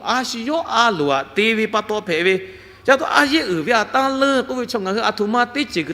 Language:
Lahu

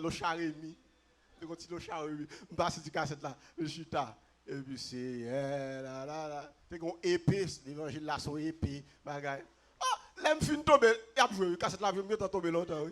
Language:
Haitian Creole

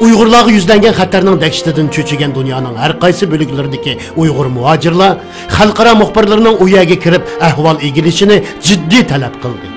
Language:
Uyghur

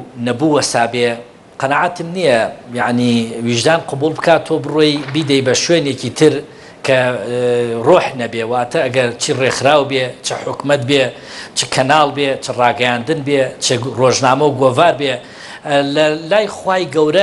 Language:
Central Kurdish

